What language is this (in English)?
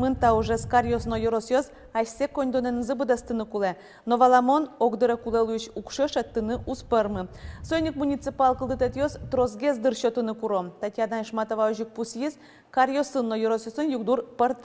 Udmurt